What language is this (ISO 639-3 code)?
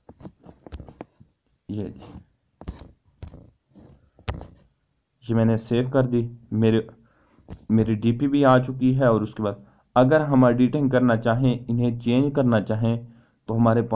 hin